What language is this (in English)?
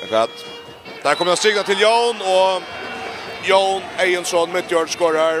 Faroese